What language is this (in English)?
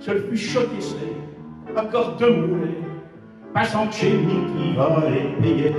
Picard